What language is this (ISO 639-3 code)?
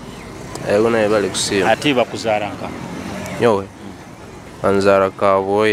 nyo